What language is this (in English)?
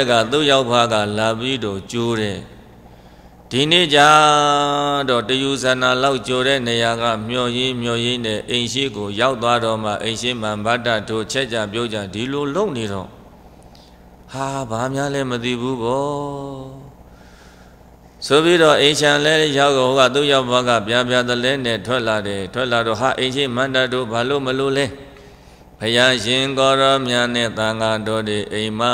Burmese